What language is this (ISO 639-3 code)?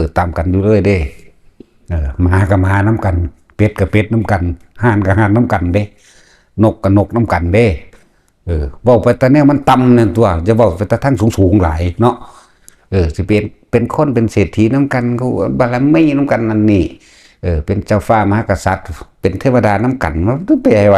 tts